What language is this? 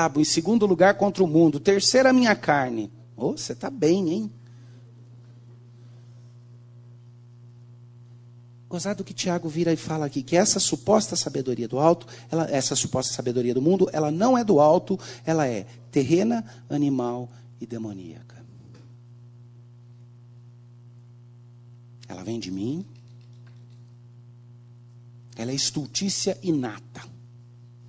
Portuguese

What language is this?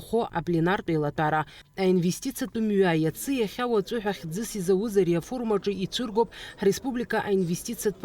Abkhazian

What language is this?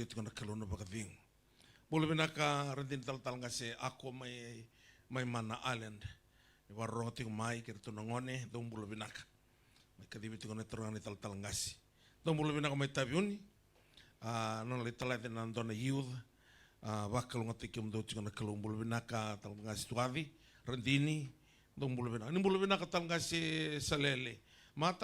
Fijian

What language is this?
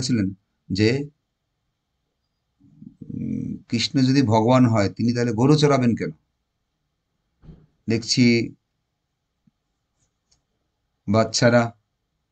Bangla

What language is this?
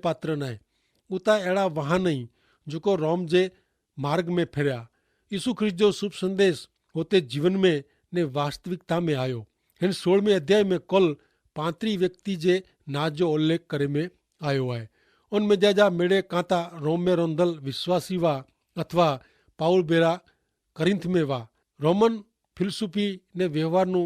Kachhi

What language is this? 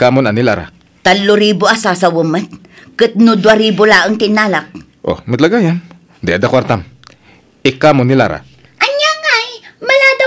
Iloko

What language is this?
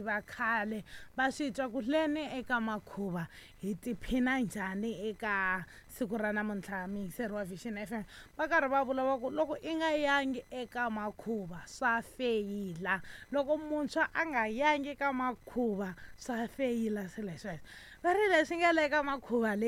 Tsonga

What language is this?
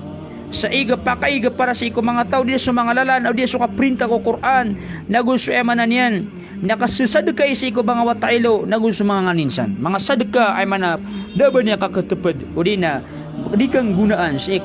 Maranao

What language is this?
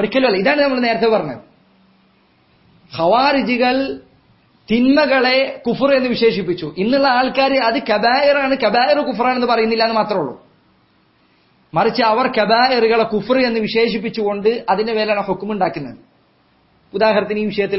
Malayalam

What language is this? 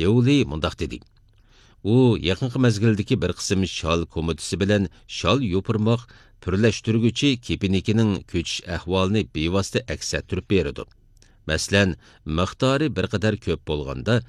Uyghur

